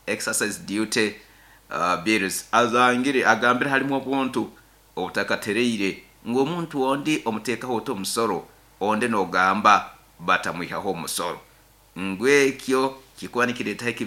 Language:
Nyoro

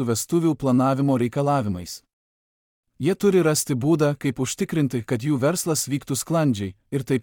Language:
Lithuanian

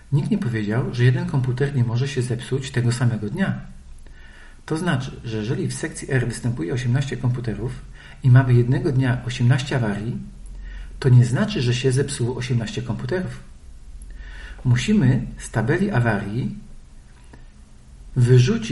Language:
Polish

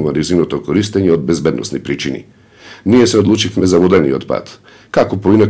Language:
Macedonian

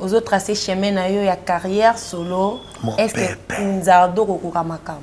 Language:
Lingala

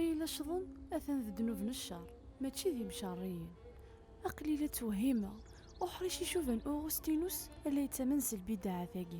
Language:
Kabyle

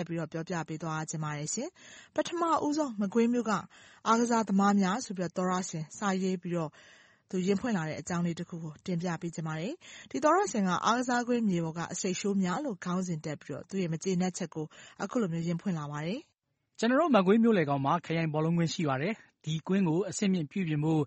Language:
Burmese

